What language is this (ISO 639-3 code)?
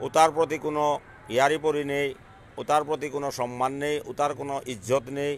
bpy